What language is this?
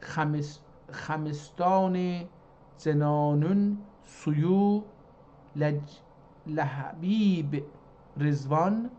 South Azerbaijani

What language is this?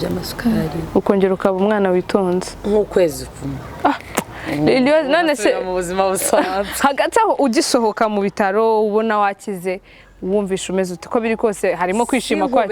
Kinyarwanda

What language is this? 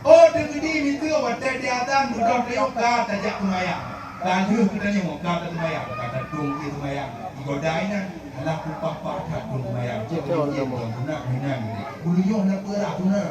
Achinese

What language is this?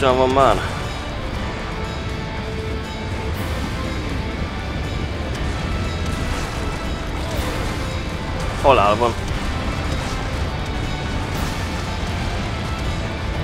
Hungarian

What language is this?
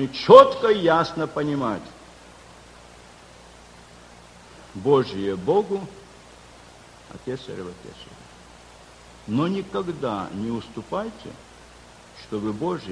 Russian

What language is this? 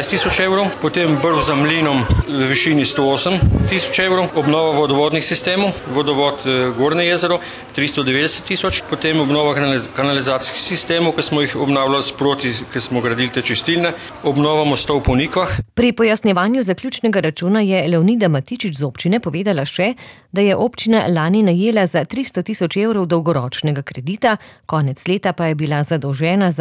Slovenian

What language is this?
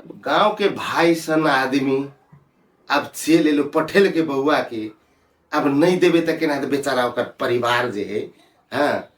Maithili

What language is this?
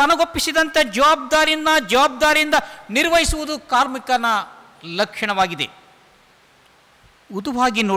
Kannada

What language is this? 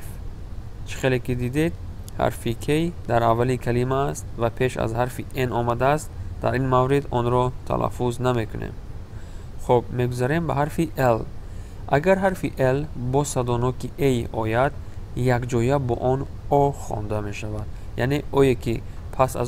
Tajik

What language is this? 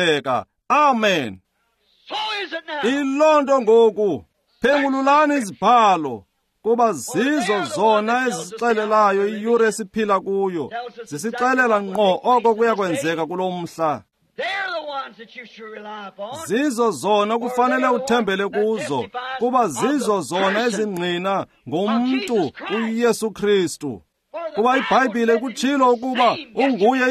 Xhosa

